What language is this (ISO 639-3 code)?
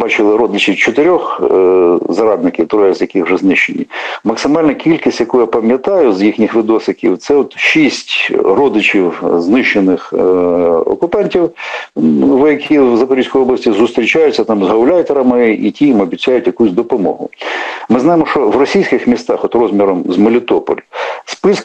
ukr